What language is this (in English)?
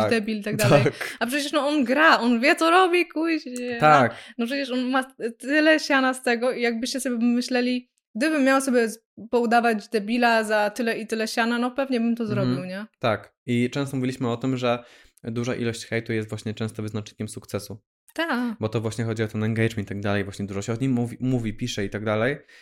Polish